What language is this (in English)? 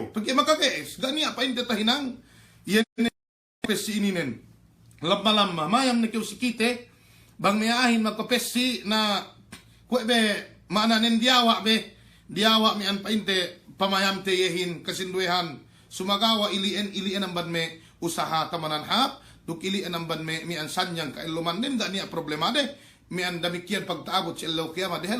Yakan